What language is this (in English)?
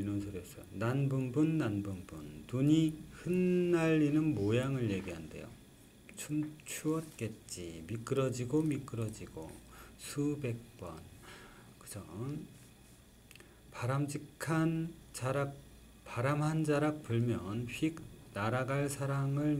Korean